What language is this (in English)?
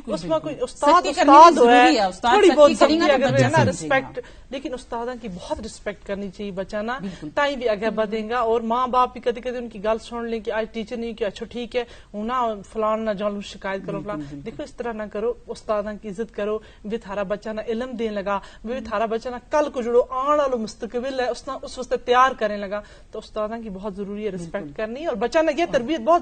Gujari